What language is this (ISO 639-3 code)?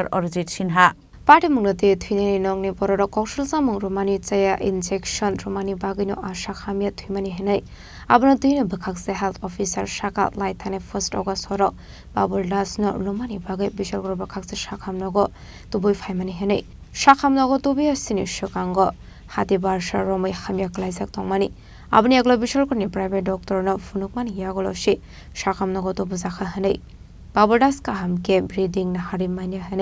trp